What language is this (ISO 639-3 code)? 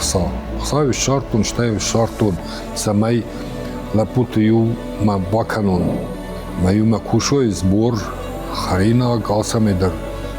oss